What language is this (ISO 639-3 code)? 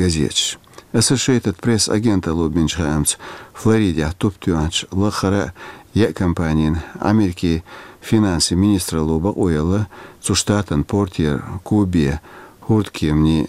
che